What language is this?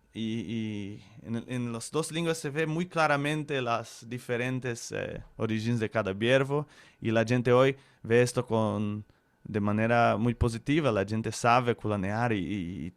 Ladino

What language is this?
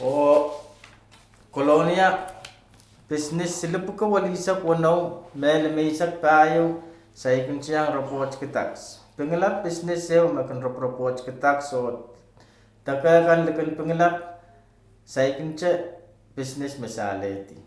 Pohnpeian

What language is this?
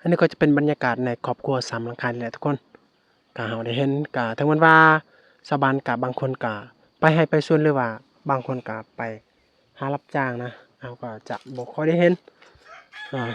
Lao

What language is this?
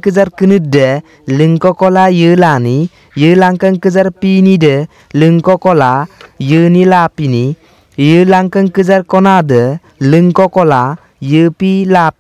Mising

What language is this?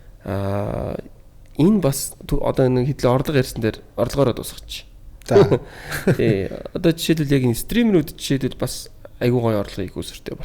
Mongolian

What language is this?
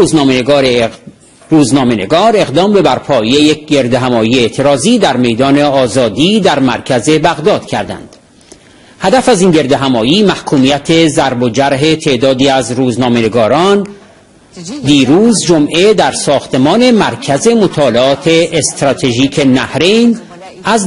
Persian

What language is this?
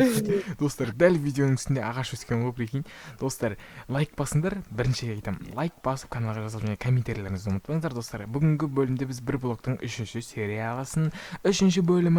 Kazakh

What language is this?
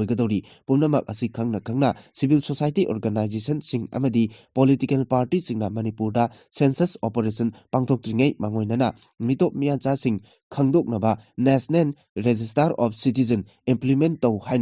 Manipuri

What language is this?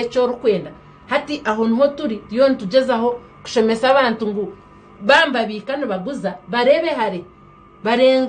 Nyankole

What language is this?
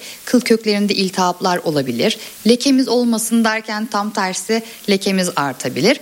Turkish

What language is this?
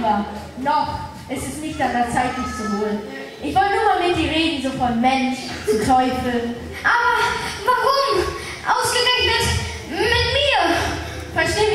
German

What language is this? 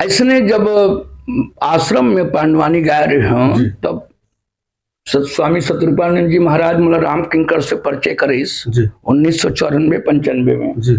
Chhattisgarhi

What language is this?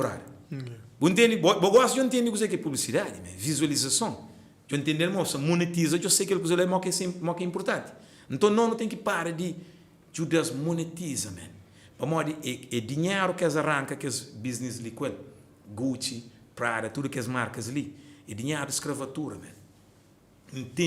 Kabuverdianu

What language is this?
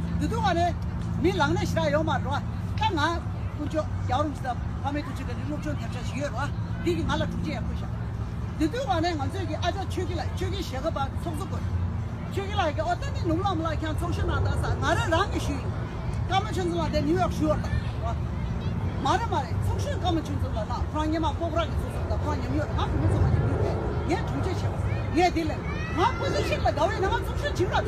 Tibetan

